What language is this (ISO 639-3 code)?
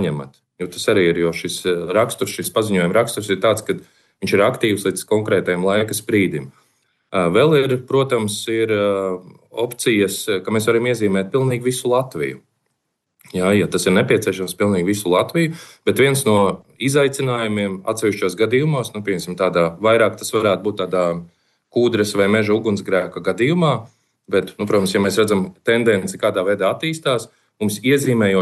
lav